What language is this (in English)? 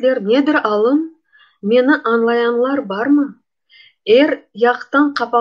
Crimean Tatar